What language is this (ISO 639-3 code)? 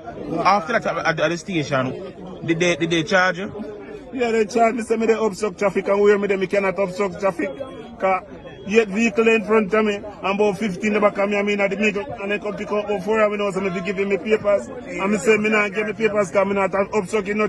jam